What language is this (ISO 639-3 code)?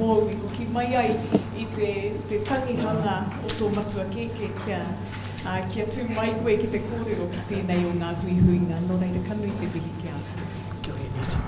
mri